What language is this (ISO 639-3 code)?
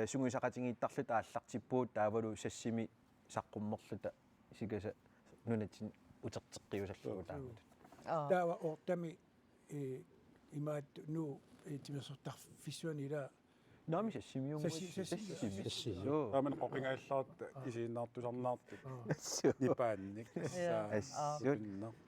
kal